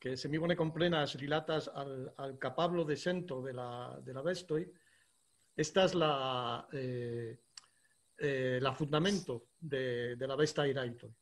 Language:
Esperanto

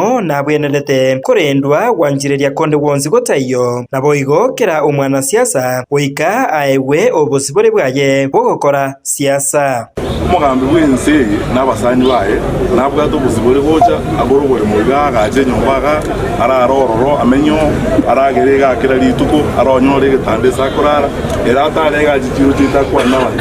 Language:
Gusii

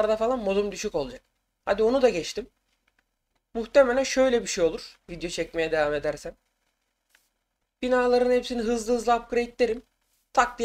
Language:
Turkish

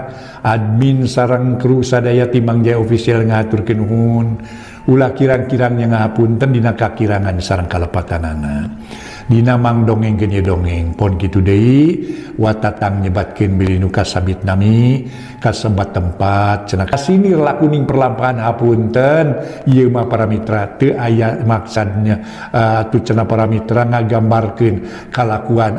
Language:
Sundanese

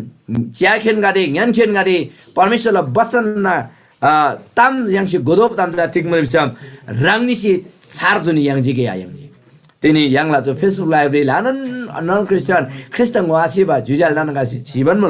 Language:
Eastern Tamang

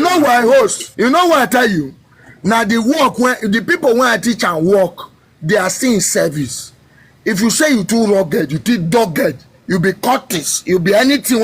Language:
Nigerian Pidgin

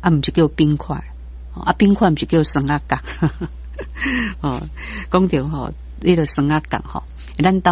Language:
Min Nan Chinese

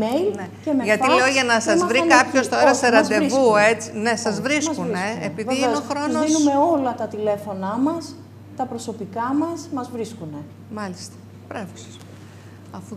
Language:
Greek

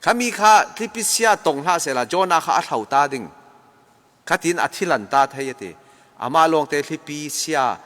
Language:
Falam Chin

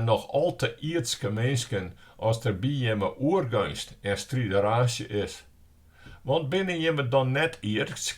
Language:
Western Frisian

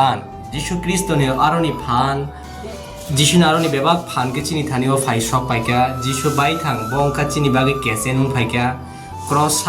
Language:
Kok Borok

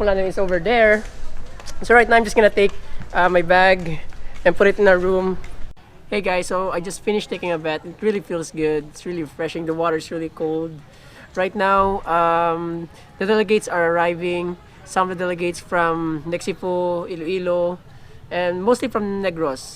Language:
Hiligaynon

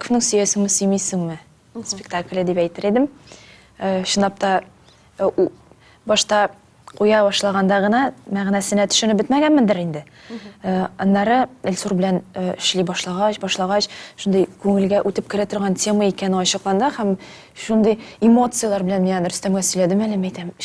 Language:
Tatar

